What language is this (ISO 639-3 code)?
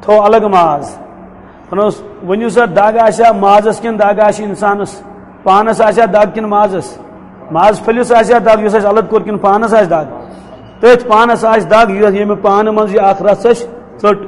kas